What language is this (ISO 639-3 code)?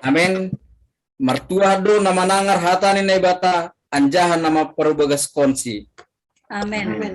bts